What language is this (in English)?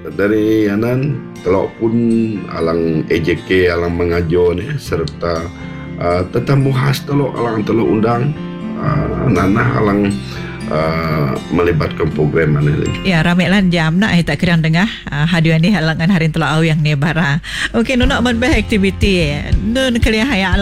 Malay